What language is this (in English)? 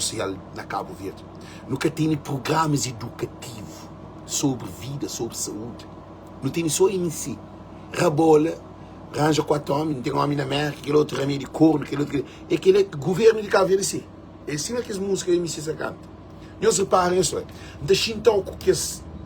Kabuverdianu